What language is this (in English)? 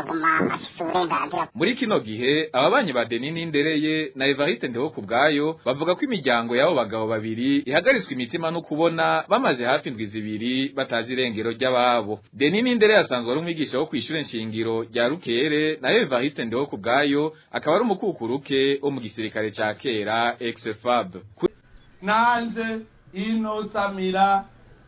Rundi